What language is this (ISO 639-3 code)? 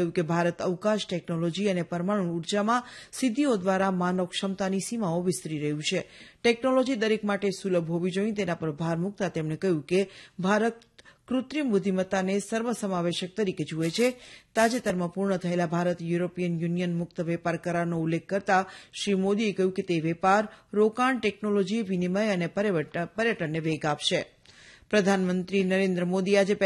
guj